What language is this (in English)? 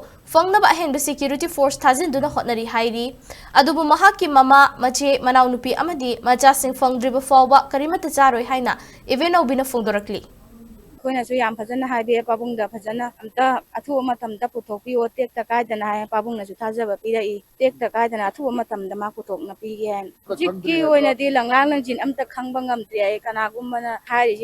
Manipuri